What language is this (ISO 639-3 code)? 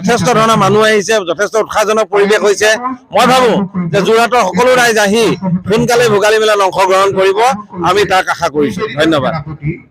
asm